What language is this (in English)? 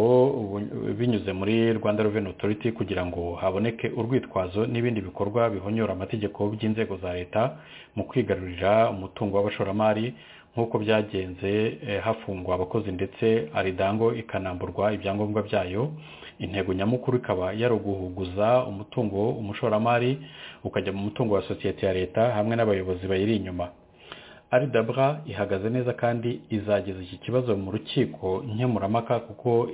Kinyarwanda